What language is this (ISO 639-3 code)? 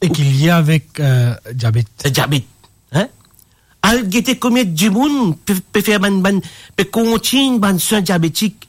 mfe